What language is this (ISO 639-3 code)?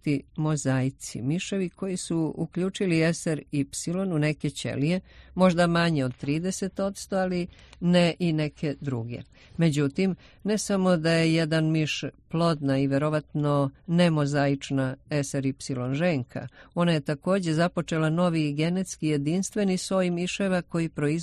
srp